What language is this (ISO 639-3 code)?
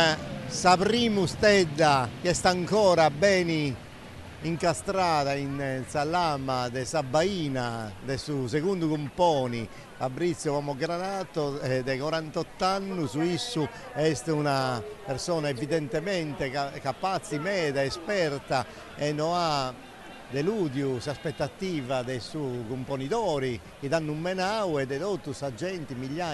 srd